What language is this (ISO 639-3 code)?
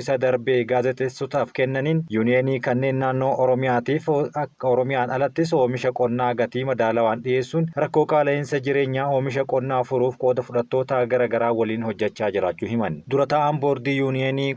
orm